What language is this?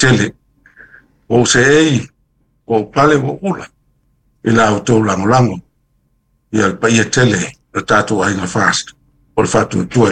Samoan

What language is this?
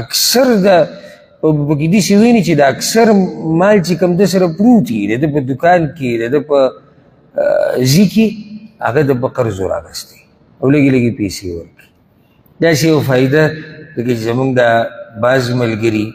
Pashto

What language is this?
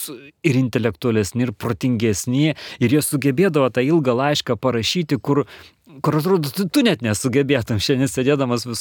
Lithuanian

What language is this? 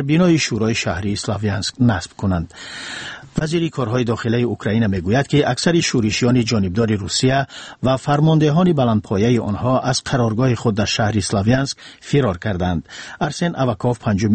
Persian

